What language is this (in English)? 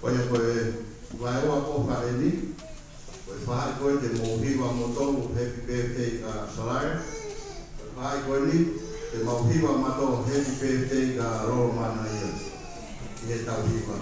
Tongan